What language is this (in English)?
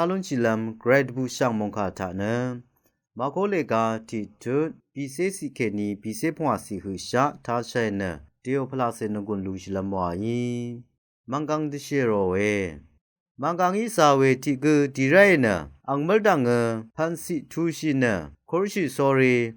Rawang